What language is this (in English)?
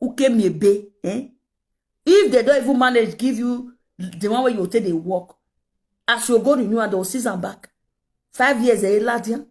Nigerian Pidgin